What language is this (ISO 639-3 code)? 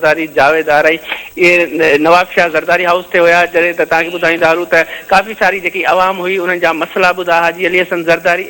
snd